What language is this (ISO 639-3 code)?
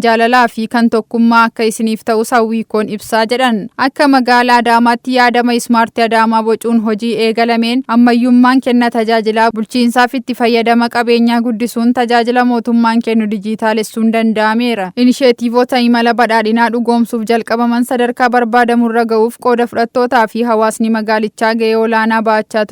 orm